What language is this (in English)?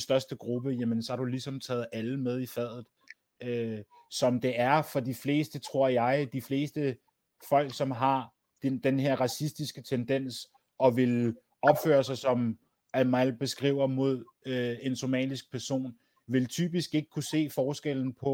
Danish